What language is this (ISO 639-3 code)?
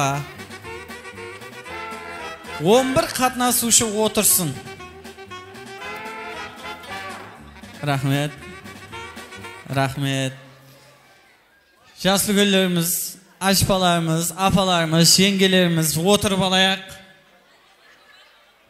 kaa